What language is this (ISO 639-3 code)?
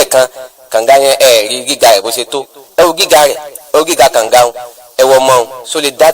yor